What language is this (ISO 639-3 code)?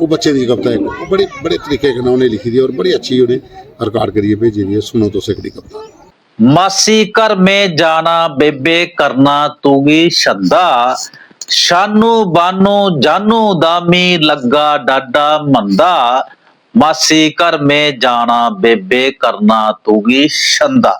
doi